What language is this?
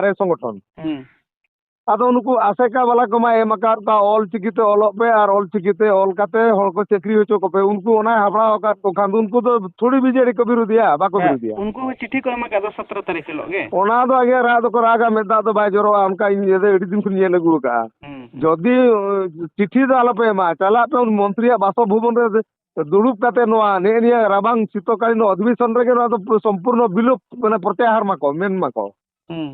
Santali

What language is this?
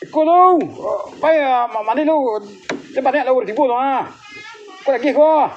Minangkabau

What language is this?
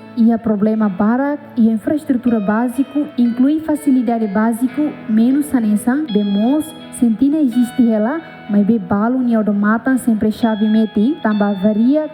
Tetum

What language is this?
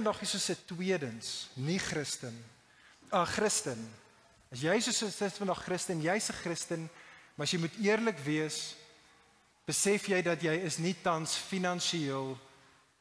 Afrikaans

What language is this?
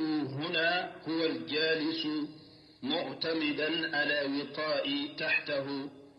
Bambara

